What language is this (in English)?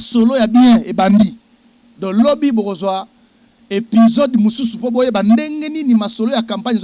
Lingala